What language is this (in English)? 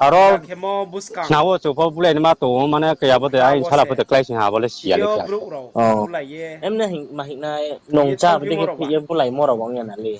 Riang (India)